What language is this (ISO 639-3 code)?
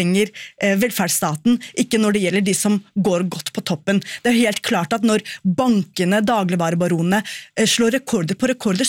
nor